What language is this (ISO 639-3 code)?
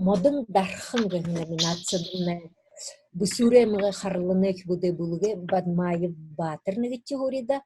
bua